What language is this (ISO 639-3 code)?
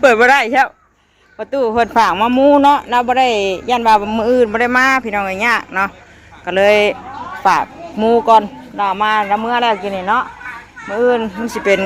tts